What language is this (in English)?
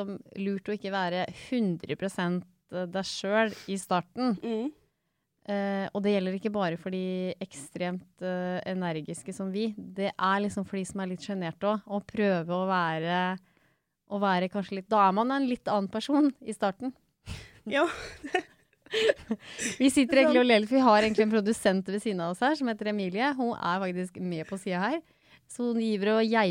Norwegian